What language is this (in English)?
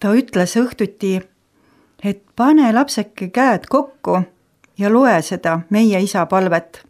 Estonian